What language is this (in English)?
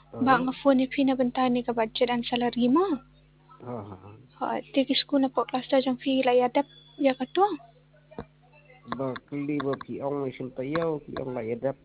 Khasi